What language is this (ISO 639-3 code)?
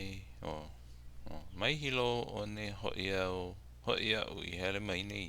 haw